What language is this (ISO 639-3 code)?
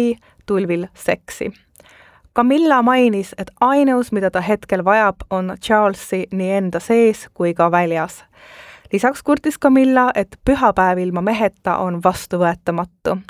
est